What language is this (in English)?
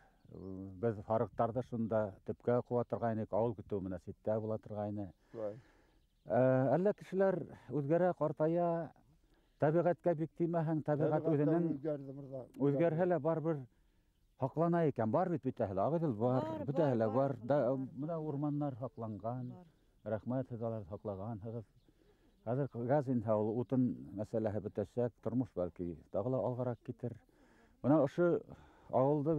Bashkir